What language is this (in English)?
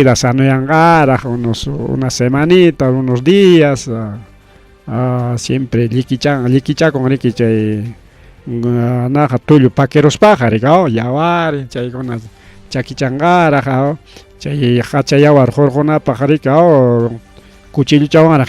Ayacucho Quechua